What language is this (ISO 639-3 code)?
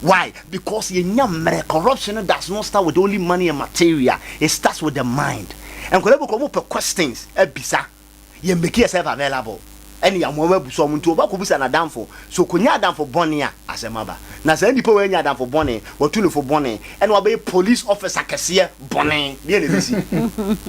aka